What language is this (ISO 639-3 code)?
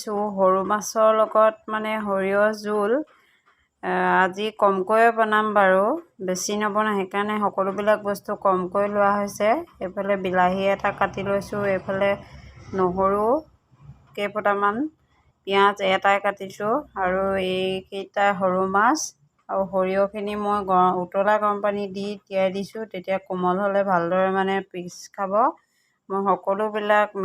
asm